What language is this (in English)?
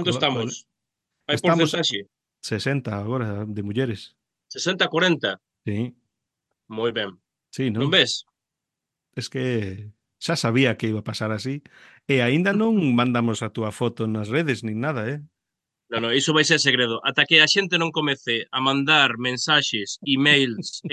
Galician